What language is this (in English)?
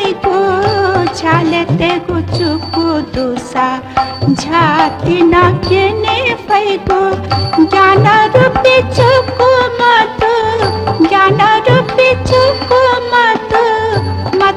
Newari